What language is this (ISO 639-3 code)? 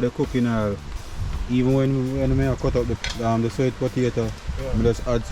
jam